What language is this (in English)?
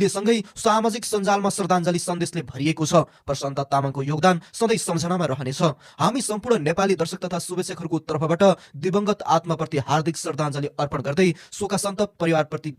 Nepali